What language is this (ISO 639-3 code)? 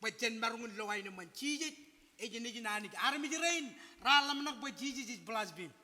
mah